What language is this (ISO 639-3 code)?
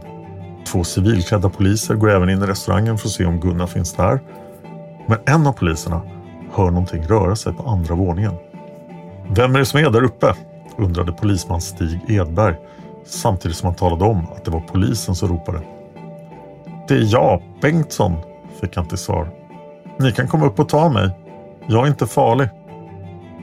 swe